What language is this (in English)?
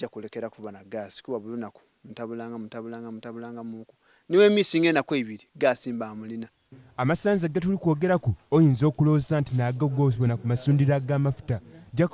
Soga